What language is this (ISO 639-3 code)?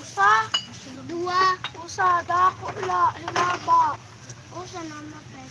war